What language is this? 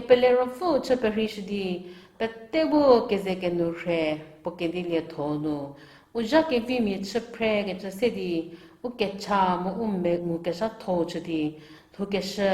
Angami Naga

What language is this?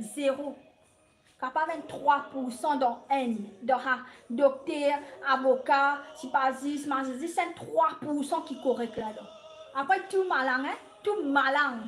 Morisyen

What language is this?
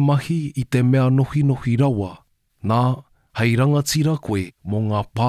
Māori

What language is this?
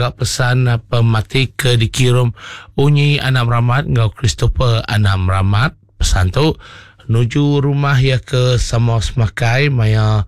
Iban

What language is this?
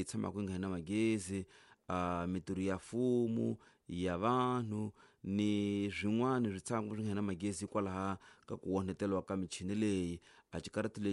Tsonga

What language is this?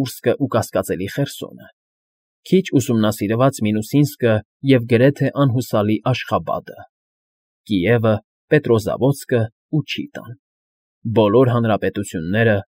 Armenian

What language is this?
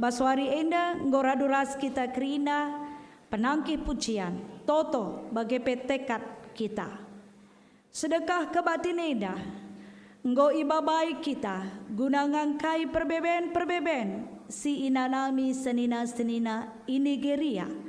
Batak Karo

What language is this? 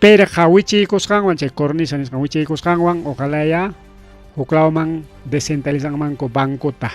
Ayacucho Quechua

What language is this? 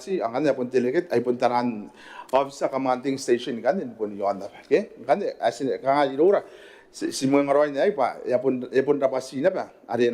Gilbertese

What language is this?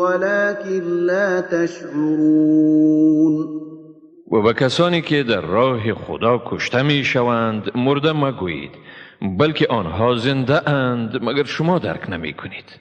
Tajik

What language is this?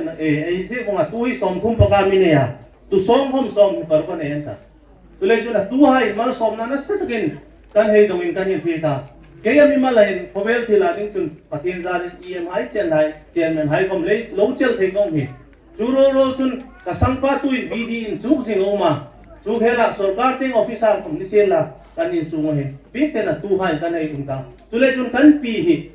Hmar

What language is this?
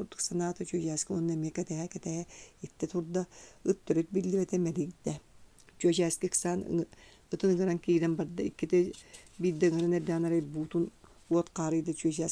Yakut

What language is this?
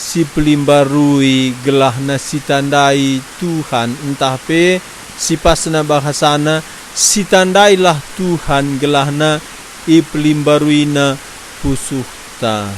Batak Karo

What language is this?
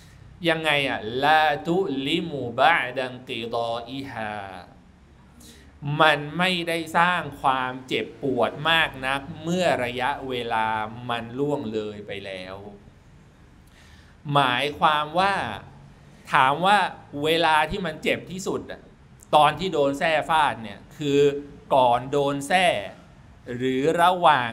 Thai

